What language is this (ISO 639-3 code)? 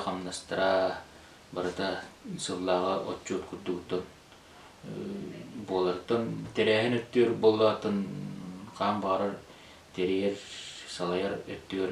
sah